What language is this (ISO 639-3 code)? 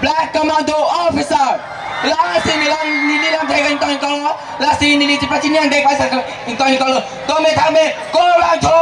mjw